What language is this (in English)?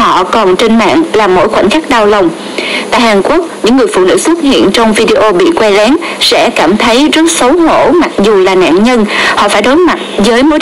Vietnamese